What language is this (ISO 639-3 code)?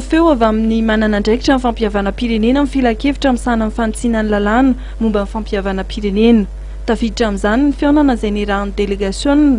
mlg